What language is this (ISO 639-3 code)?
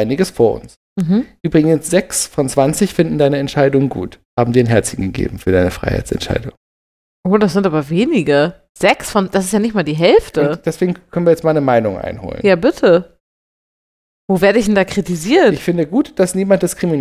deu